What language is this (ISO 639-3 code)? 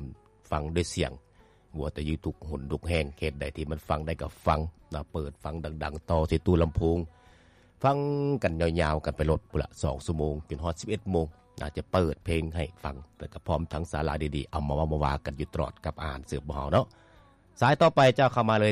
lao